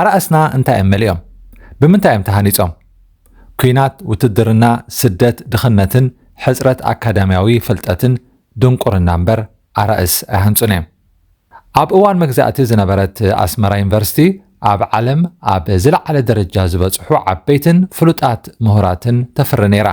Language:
Tigrinya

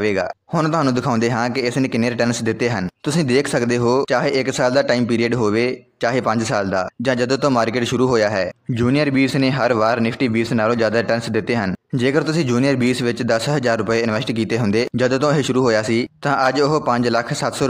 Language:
Punjabi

